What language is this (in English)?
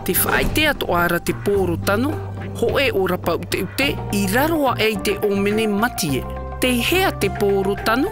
Tahitian